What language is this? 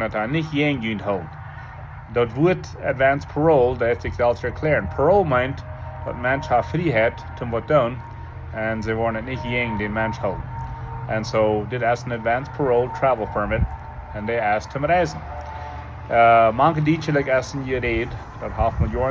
Plautdietsch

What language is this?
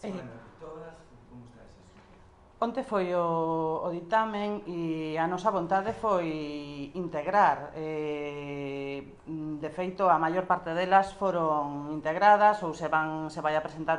Galician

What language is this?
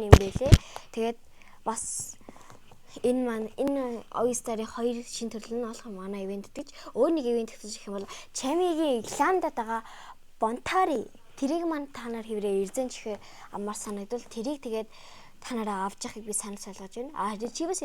Mongolian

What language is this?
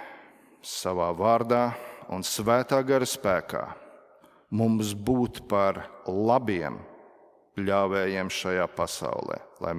Latvian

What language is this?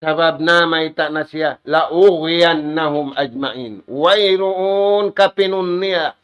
Tausug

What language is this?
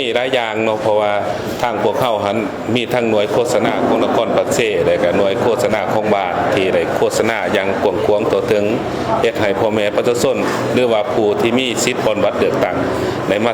Lao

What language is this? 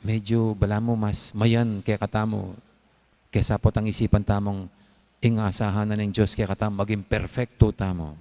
Pampanga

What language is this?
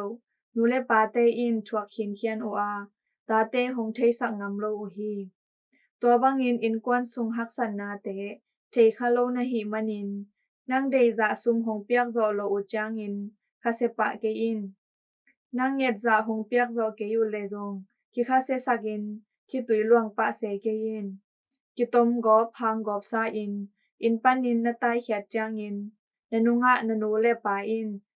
Tedim Chin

